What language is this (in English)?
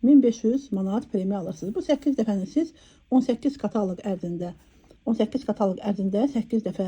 Azerbaijani